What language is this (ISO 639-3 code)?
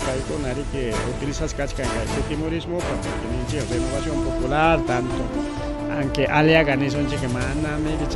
quy